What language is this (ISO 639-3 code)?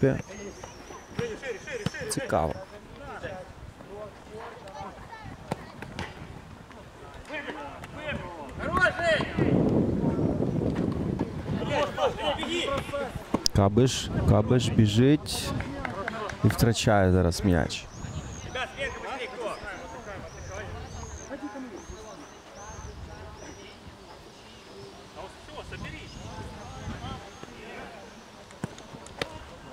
ukr